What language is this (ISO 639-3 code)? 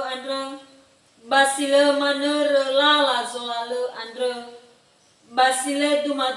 nia